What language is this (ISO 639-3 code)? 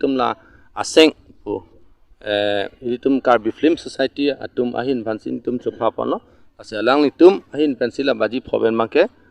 mjw